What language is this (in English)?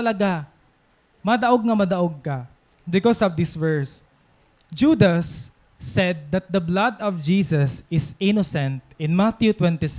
Waray